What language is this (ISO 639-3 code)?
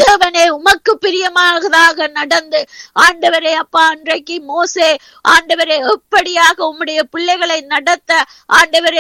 tam